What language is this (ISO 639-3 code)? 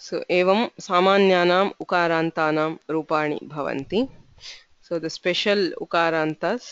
san